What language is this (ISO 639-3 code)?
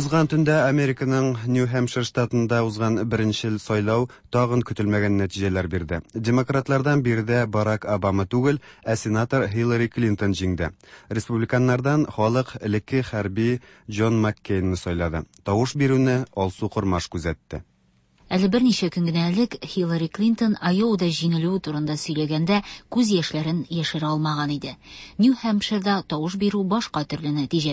tat